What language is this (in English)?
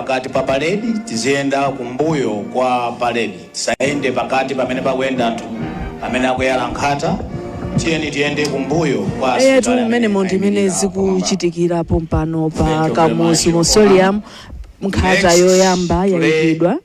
Nyanja